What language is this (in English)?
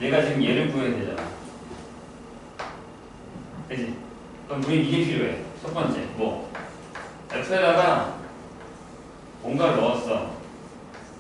Korean